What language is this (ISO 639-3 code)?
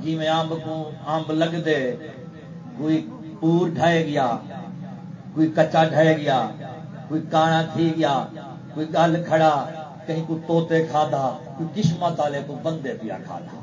skr